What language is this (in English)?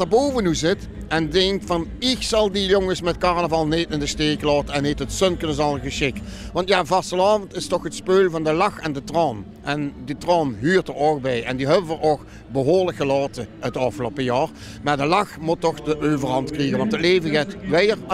Limburgish